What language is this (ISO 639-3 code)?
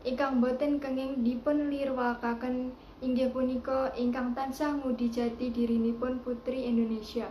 jav